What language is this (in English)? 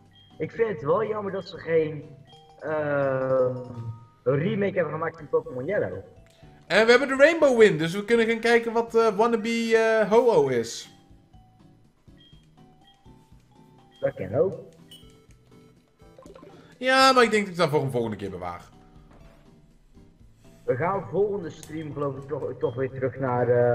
Dutch